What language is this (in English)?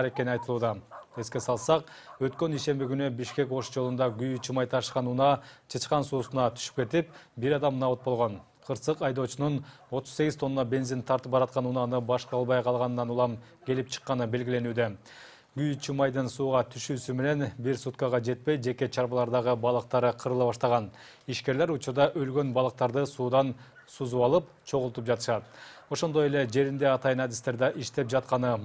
Kyrgyz